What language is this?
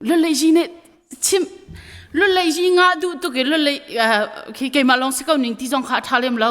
Hakha Chin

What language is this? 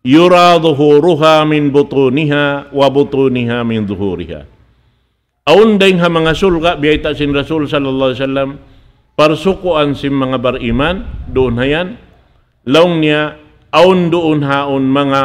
Tausug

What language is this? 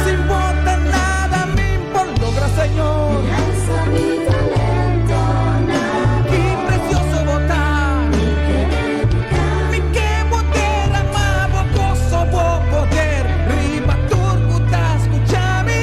Papiamento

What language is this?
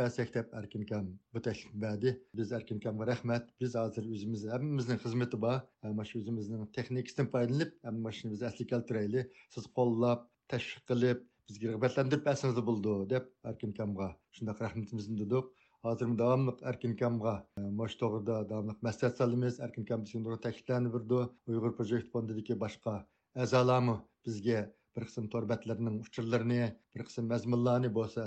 Uyghur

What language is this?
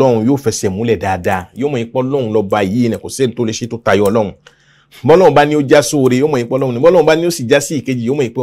Yoruba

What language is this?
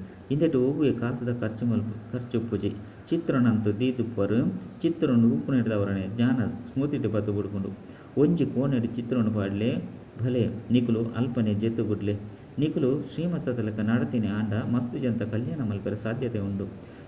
Tulu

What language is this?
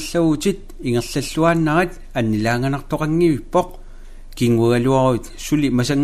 Kalaallisut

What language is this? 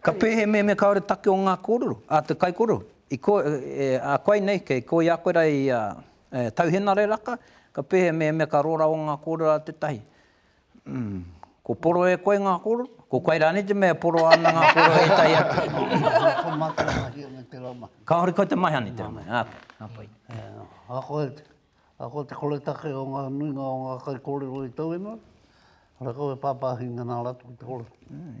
Māori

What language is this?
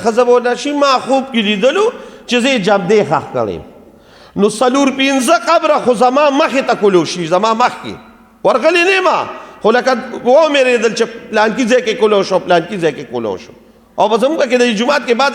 Pashto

